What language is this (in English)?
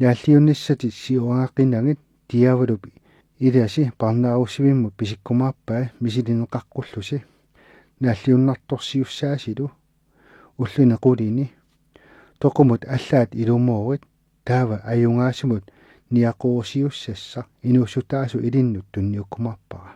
Kalaallisut